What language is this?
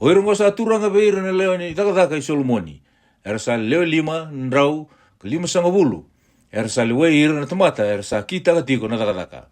Fijian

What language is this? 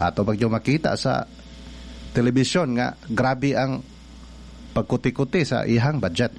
Cebuano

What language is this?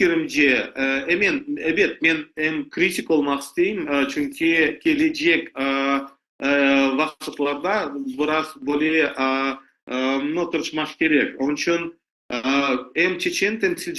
Crimean Tatar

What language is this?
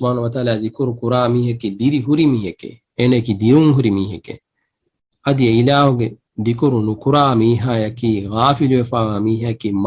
Divehi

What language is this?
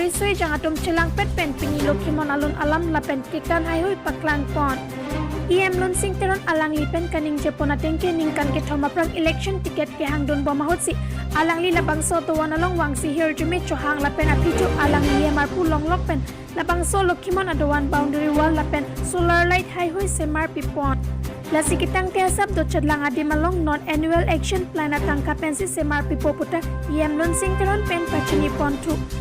Karbi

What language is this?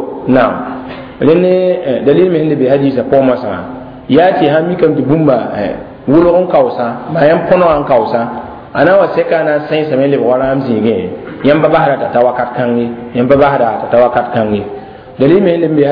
Mossi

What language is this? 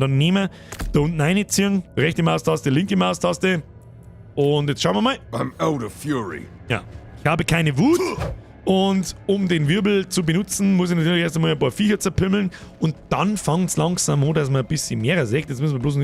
Bavarian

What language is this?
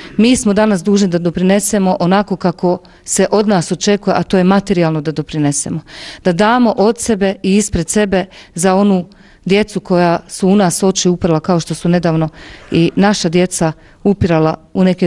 Bosnian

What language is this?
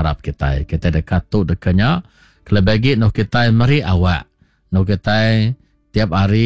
Iban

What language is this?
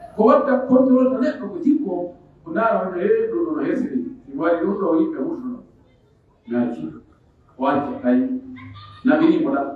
Pular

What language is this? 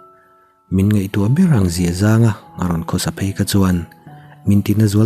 Mizo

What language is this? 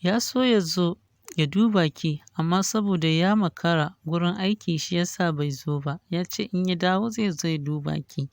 Hausa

